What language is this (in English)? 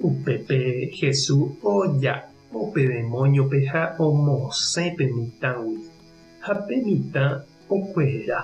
Guarani